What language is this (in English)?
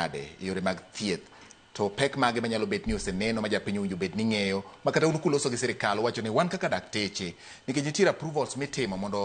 Luo (Kenya and Tanzania)